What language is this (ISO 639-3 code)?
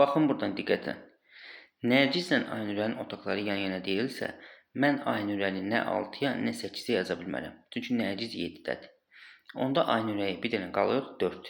aze